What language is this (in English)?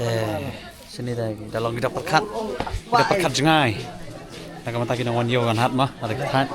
Khasi